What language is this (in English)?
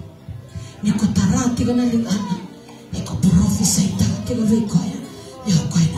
Fijian